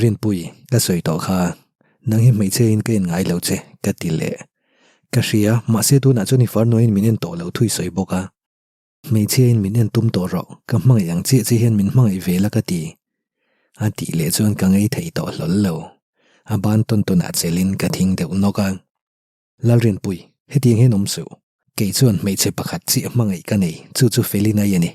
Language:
Mizo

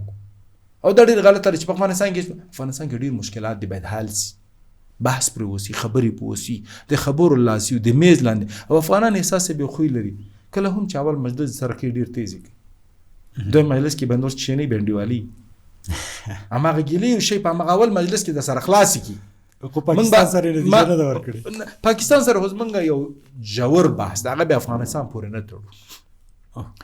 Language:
Pashto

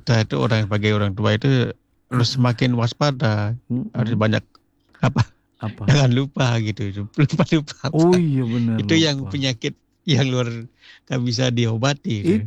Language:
Indonesian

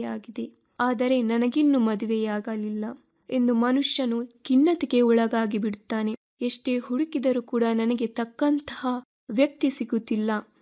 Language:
Kannada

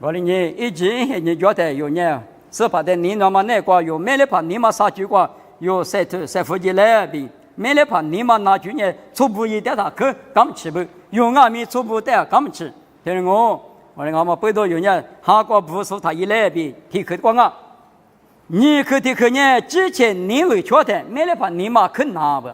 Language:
Lisu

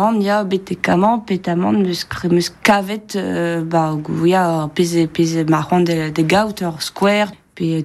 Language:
Breton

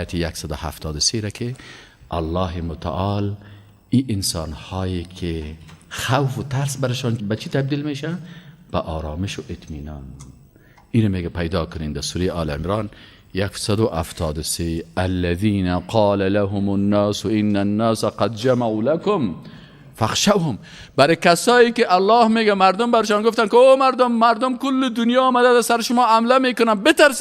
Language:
Persian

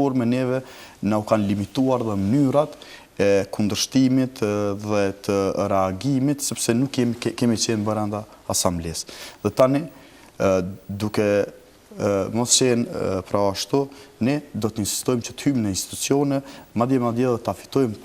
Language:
Albanian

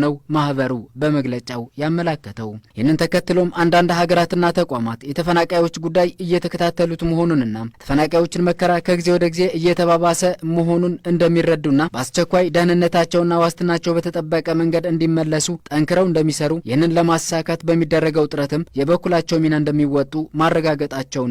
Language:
Amharic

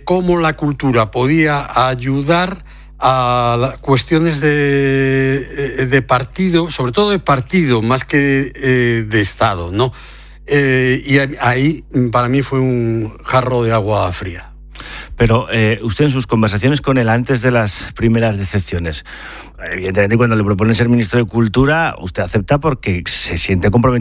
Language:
Spanish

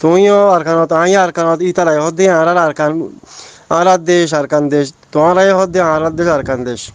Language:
Rohingya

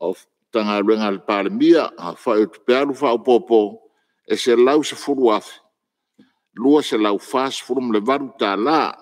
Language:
Samoan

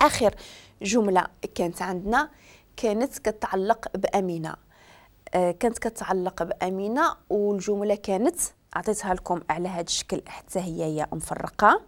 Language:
Moroccan Arabic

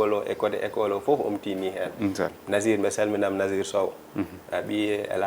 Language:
Fula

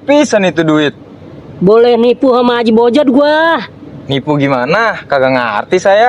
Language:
Betawi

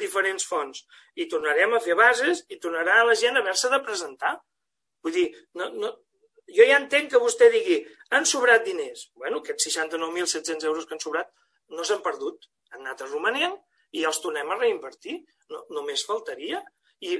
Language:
Catalan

